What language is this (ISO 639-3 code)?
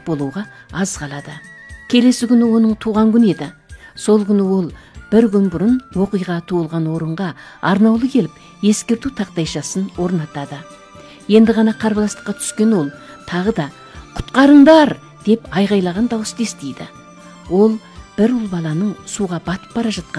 kaz